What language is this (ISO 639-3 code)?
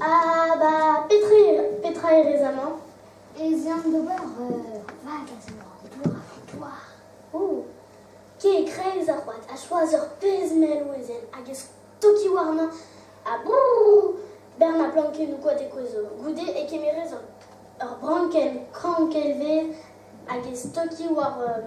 bre